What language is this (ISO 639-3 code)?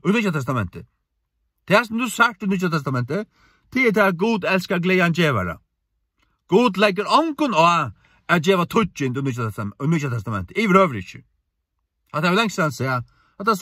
fao